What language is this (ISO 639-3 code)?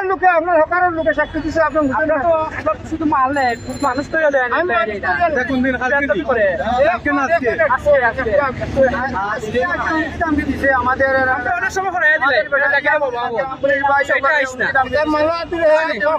syl